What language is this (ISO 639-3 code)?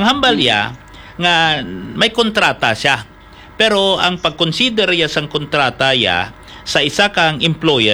hil